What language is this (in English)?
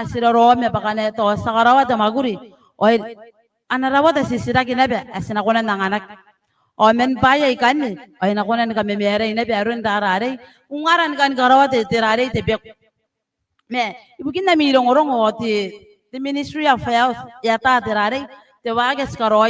Gilbertese